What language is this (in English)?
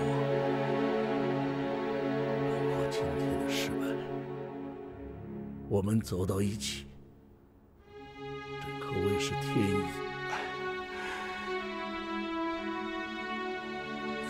Chinese